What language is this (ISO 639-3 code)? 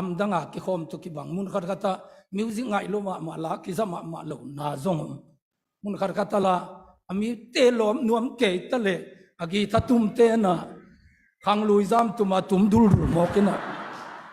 ctd